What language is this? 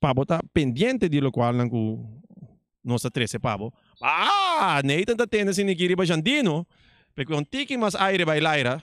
Papiamento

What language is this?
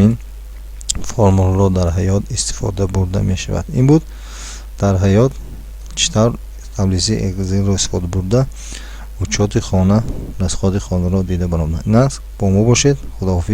Tajik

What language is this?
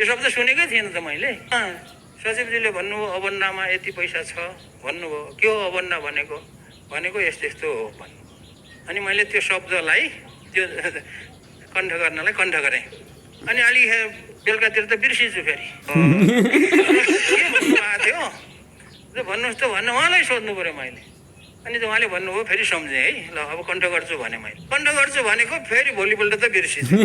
Nepali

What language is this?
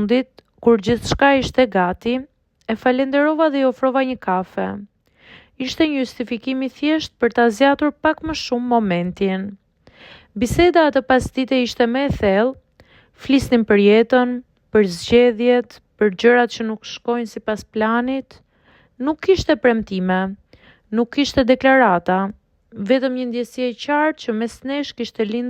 Albanian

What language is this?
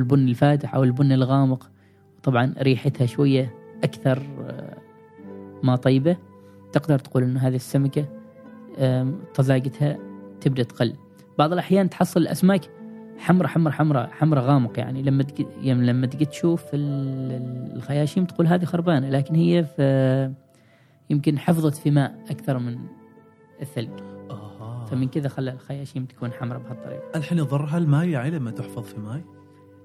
Gulf Arabic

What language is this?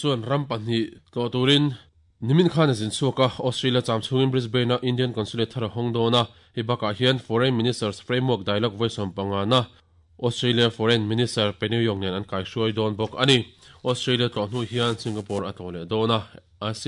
Mizo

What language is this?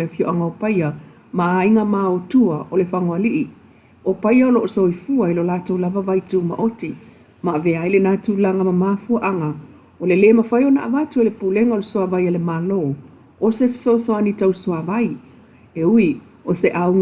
Samoan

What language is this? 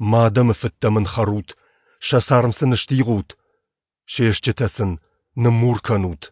Ossetic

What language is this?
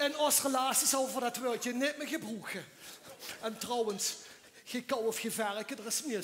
Limburgish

